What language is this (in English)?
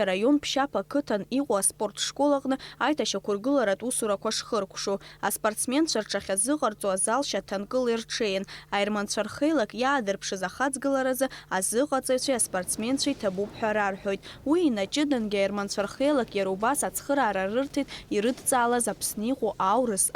Abkhazian